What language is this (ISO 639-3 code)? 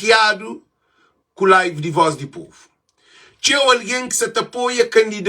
kea